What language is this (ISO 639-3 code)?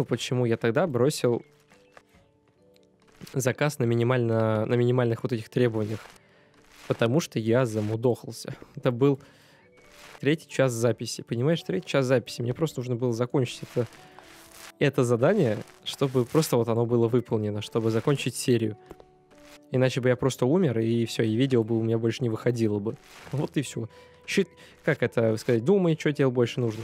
rus